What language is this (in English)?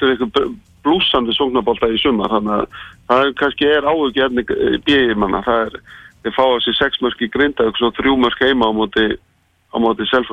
Icelandic